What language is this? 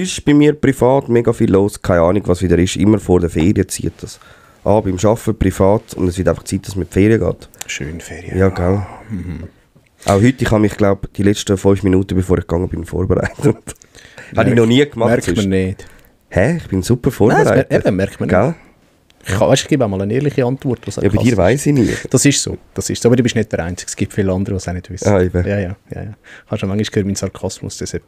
Swiss German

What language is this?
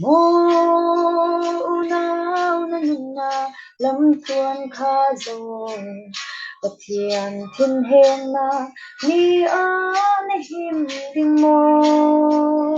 Falam Chin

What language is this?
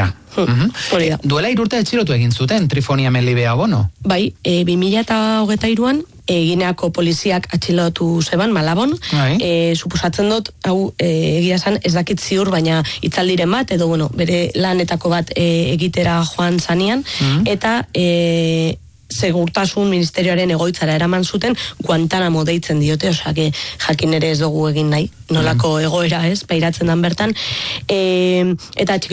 Basque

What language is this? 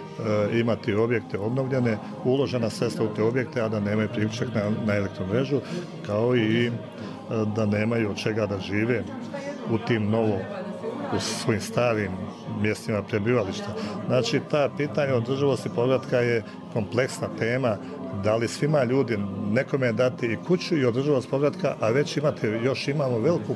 Bosnian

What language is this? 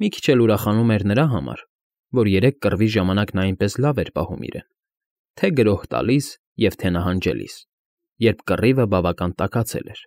Armenian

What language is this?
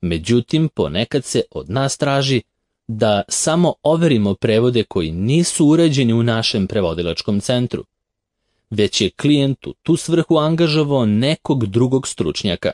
Serbian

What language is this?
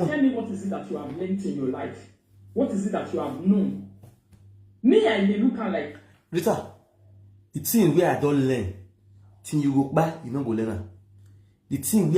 Nigerian Pidgin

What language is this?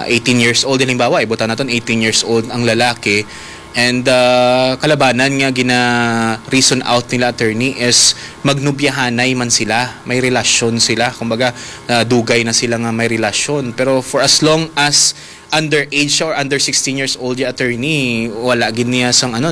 Hiligaynon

